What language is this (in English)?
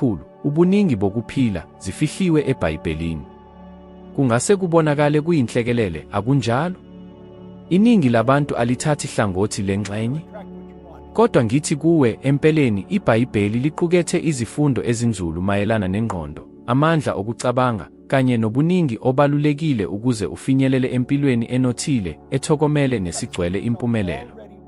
Zulu